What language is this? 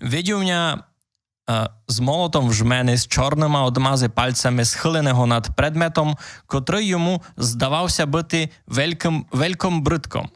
Rusyn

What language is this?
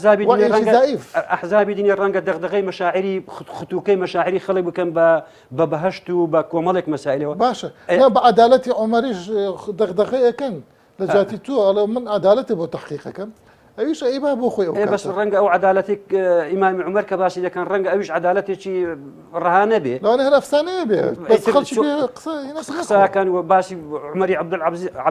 Central Kurdish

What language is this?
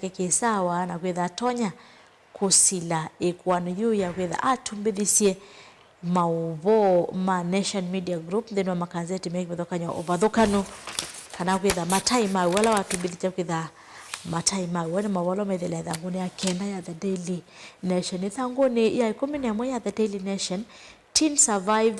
Kamba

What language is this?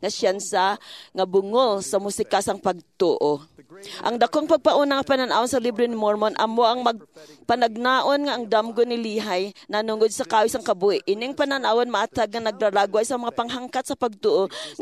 Hiligaynon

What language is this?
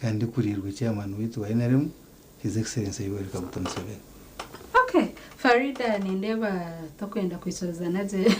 Nyankole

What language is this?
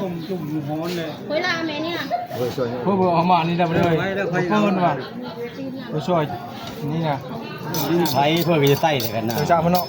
Northeastern Thai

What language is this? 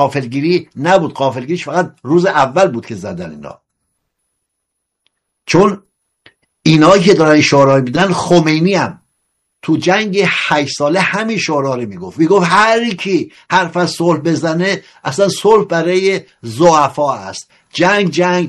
Persian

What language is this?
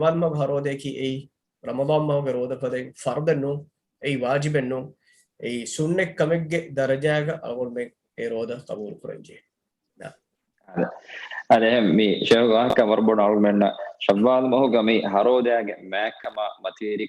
Divehi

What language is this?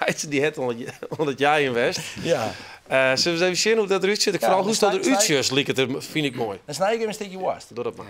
Western Frisian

